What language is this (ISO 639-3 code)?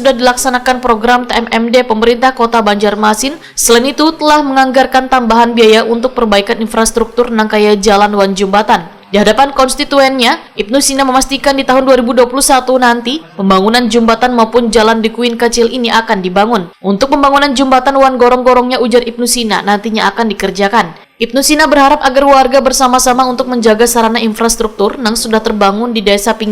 bjn